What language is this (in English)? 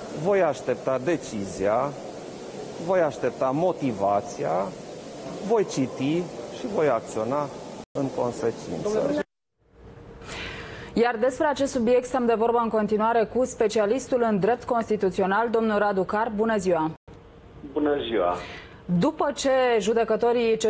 Romanian